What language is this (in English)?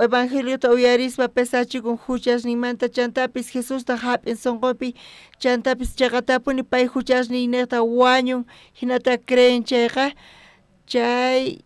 South Bolivian Quechua